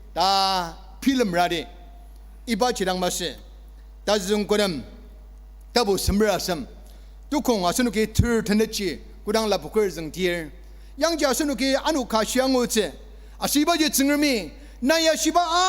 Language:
Ao Naga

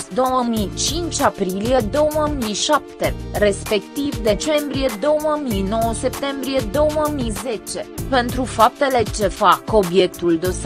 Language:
Romanian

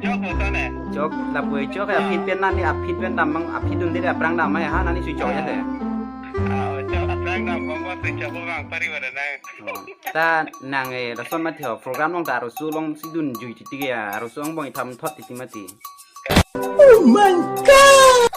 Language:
Karbi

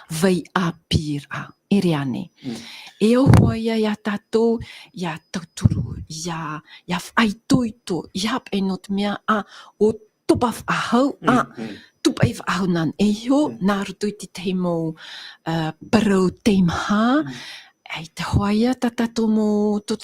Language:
Tahitian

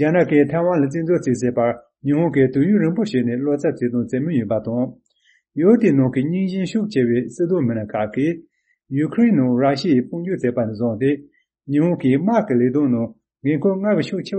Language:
Tibetan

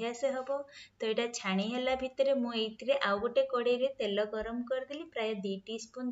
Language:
Odia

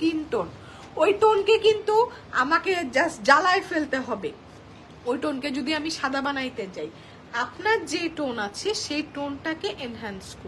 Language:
Bangla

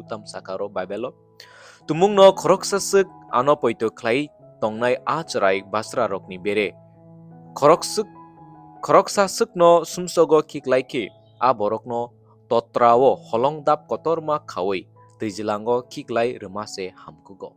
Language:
Kok Borok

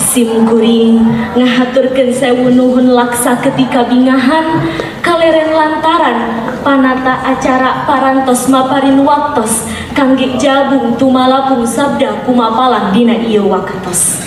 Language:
Sundanese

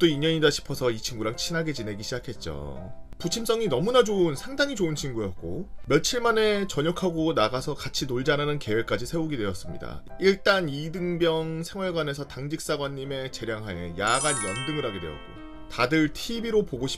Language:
Korean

